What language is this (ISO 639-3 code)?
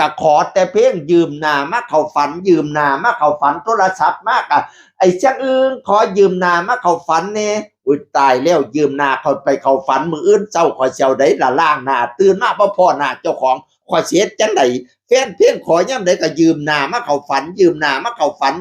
tts